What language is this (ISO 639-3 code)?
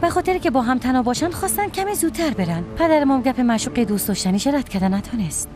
fas